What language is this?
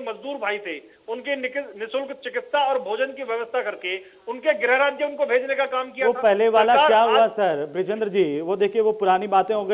Hindi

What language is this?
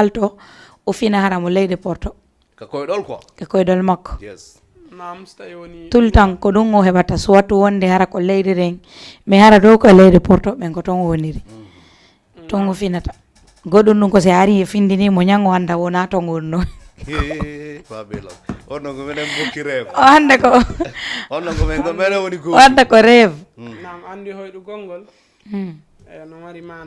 Fula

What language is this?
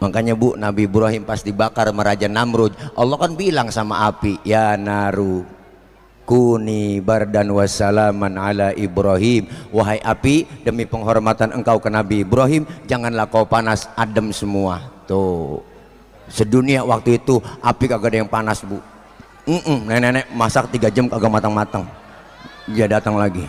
Betawi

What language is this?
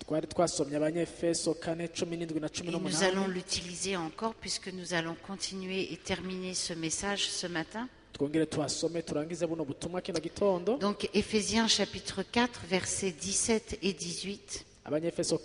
Rundi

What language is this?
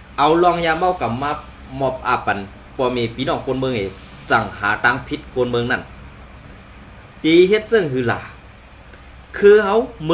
Shan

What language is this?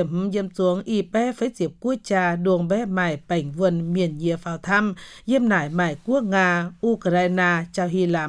Vietnamese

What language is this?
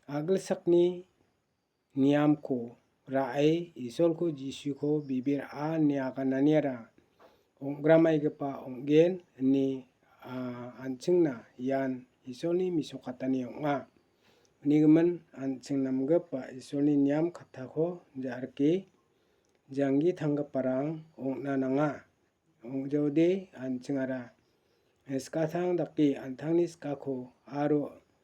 Garo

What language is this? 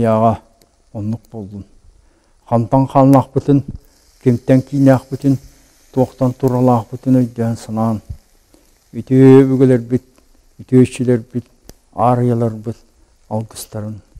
Yakut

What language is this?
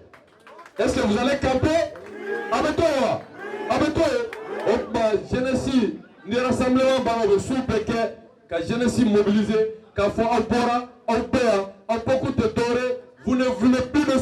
Bambara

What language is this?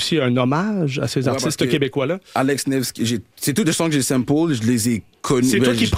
French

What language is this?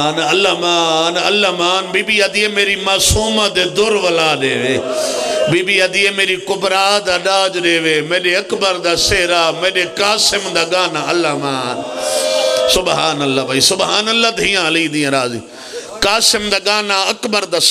Pahari-Potwari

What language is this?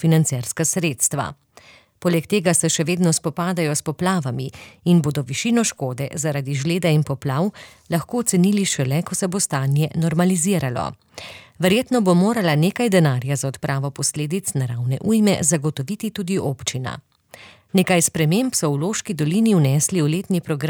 Slovenian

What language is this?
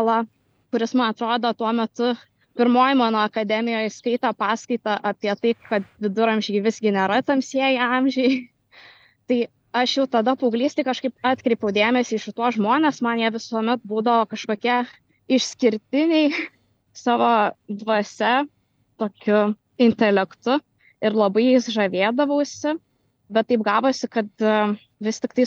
Lithuanian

